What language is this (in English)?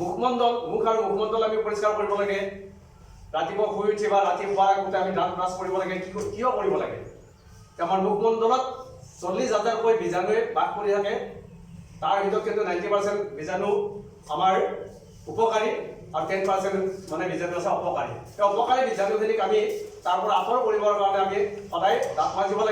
Assamese